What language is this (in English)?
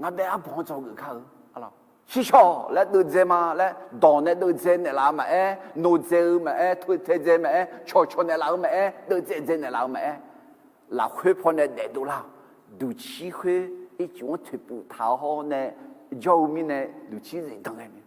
Akha